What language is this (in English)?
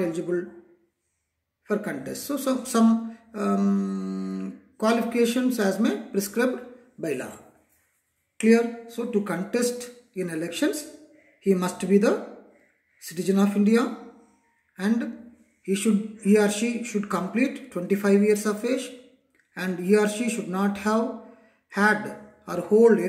English